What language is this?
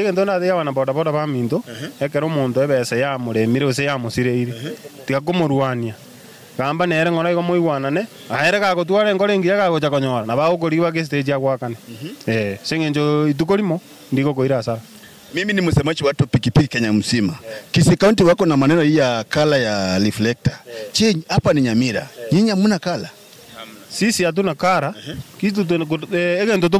Gusii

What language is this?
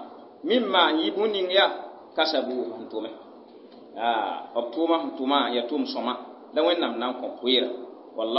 Mossi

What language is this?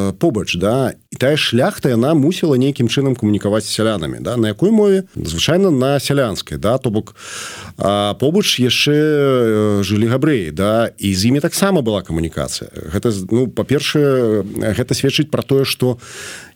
Belarusian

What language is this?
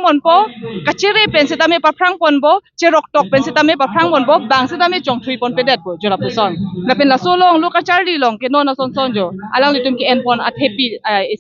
Karbi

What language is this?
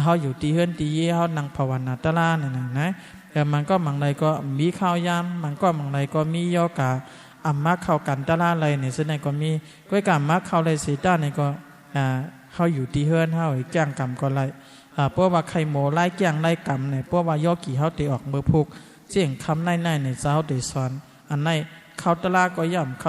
Shan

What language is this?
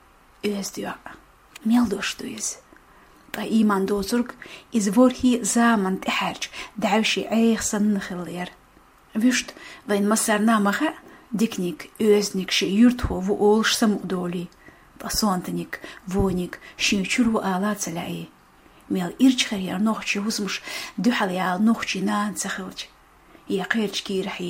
Chechen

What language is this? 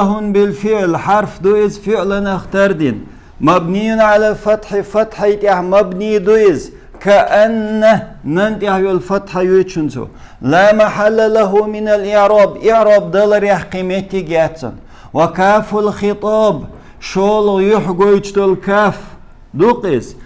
Chechen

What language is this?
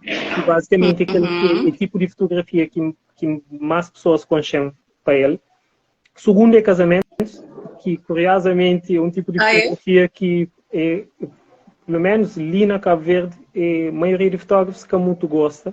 Kabuverdianu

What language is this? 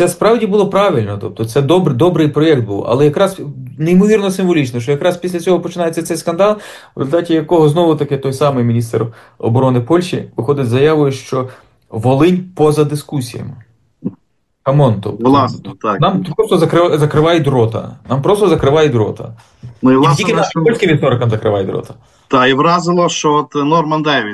Ukrainian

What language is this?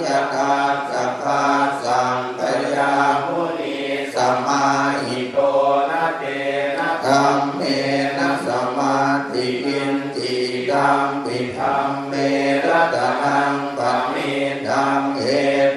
Pali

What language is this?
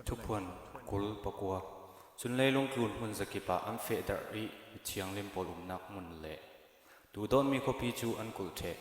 Falam Chin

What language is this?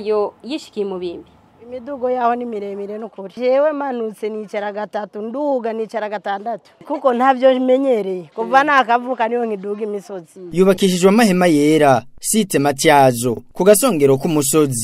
Rundi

